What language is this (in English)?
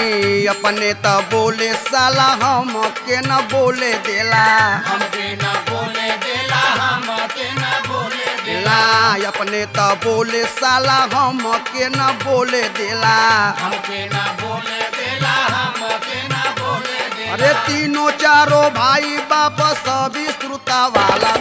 Bhojpuri